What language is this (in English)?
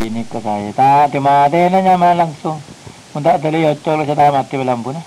Madurese